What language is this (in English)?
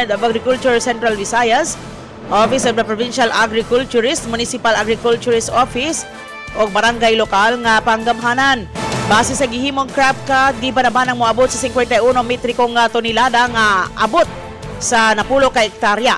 Cebuano